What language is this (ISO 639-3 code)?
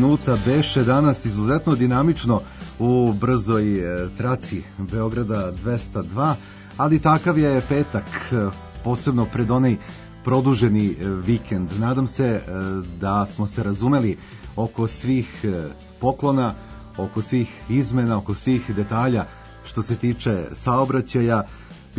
srp